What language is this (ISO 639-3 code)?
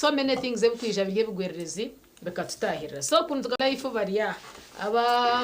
nyn